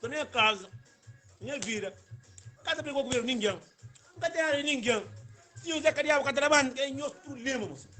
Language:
Kabuverdianu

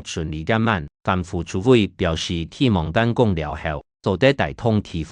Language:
Hakka Chinese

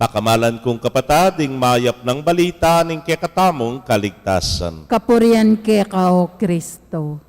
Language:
Pampanga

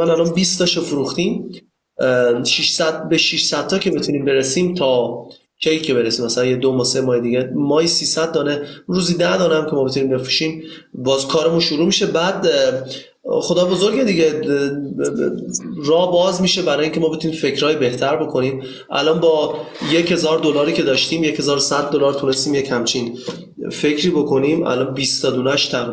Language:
Persian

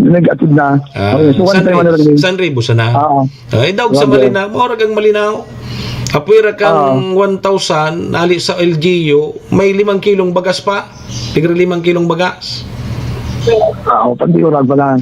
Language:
Bikol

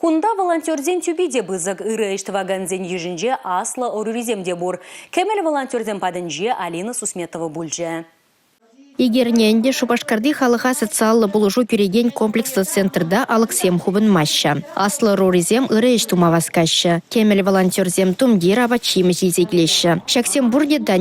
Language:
Chuvash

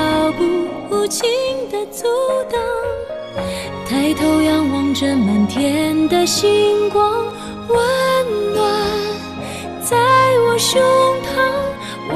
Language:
Chinese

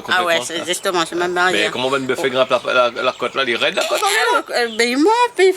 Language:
Réunion Creole French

